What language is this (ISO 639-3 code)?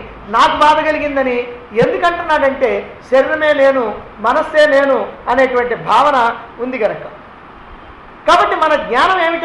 tel